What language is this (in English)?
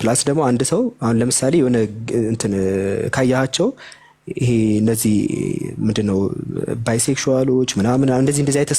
Amharic